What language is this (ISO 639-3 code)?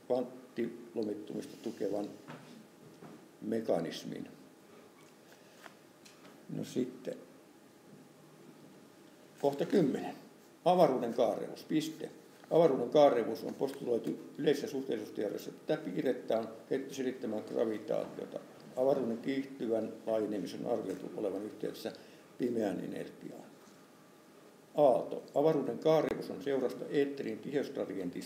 fin